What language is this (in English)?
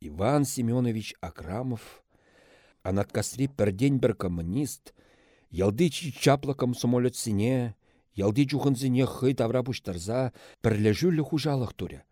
Chuvash